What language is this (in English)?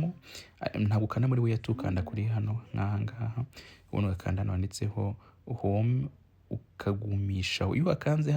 Kinyarwanda